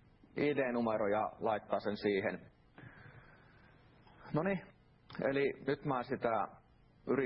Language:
Finnish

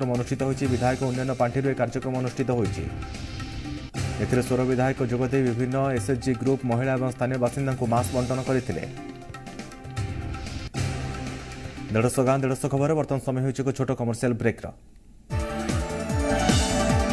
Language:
Odia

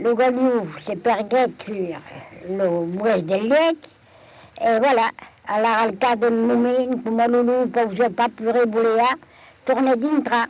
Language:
Occitan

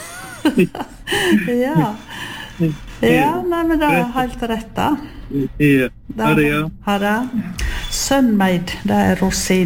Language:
Norwegian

